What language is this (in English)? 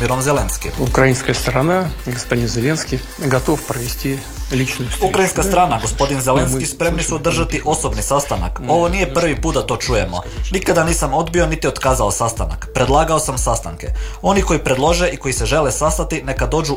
Croatian